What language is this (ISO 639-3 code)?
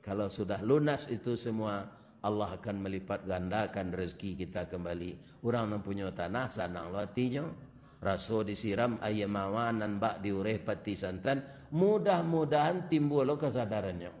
min